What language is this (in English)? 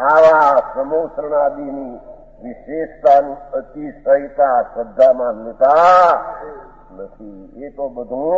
Gujarati